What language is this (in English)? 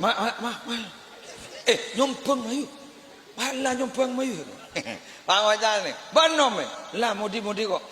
Madurese